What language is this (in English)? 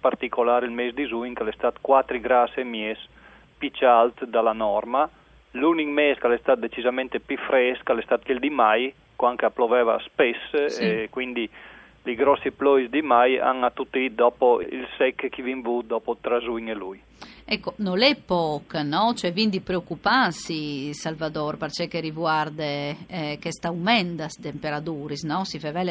Friulian